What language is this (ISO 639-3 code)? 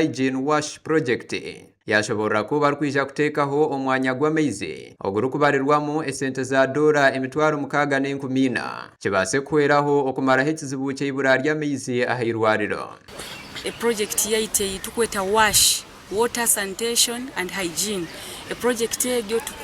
nyn